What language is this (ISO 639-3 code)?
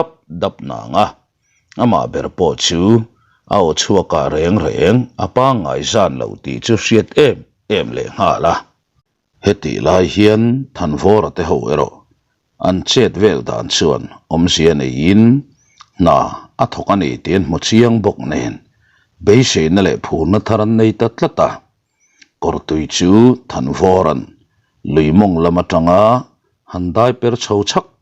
lus